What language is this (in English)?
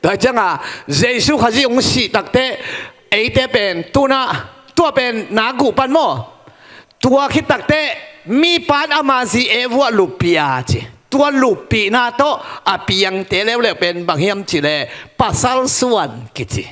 Tedim Chin